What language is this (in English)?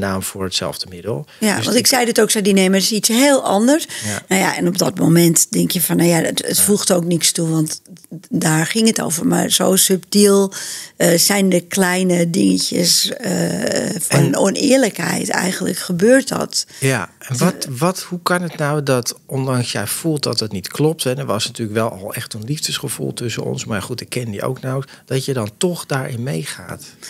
Dutch